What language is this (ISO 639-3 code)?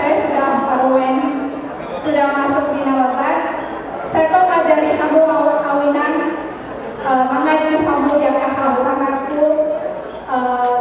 bbc